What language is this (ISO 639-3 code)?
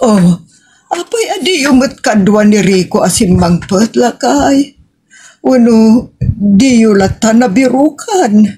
ilo